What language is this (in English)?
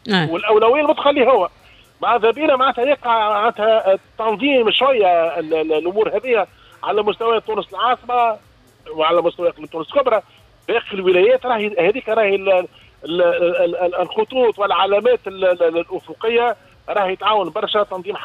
Tunisian Arabic